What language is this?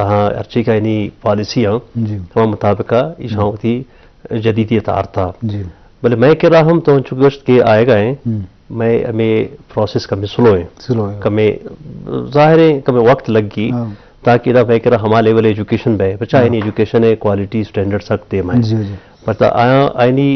Eastern Balochi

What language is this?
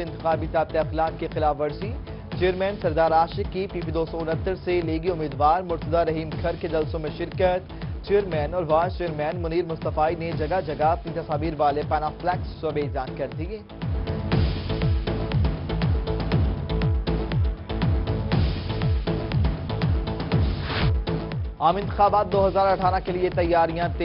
Urdu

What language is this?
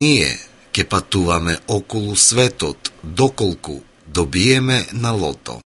Macedonian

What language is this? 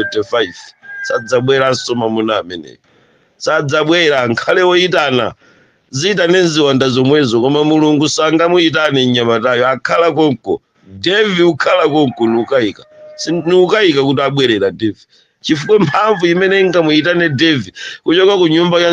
Nyanja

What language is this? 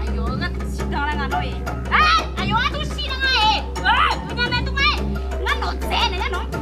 Akha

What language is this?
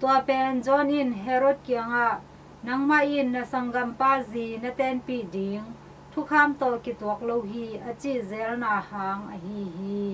Tedim Chin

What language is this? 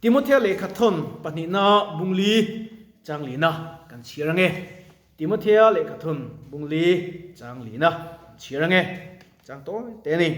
Mizo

